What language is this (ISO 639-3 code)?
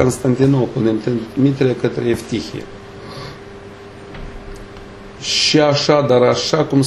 ron